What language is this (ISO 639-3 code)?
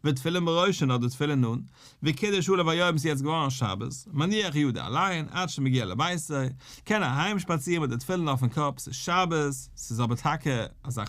yid